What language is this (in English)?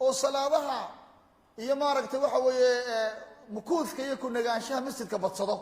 Somali